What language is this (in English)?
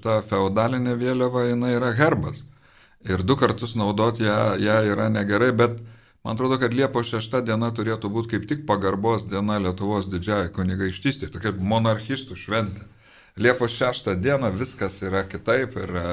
Lithuanian